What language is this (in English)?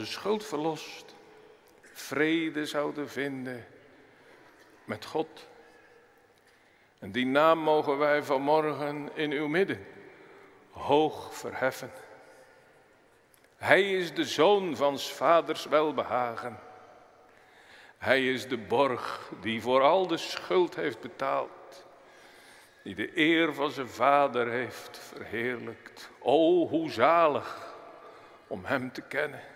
Dutch